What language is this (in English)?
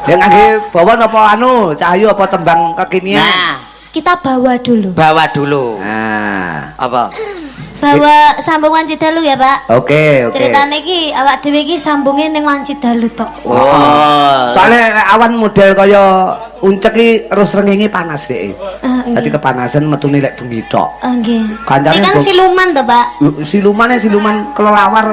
Javanese